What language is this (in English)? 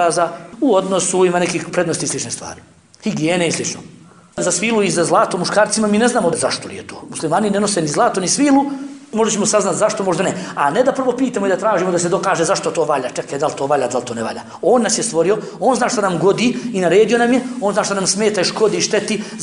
Bosnian